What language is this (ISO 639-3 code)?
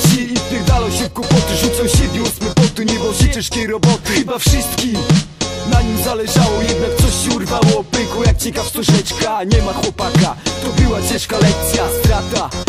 pol